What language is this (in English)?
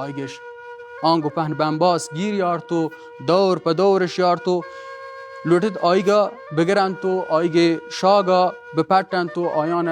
Baluchi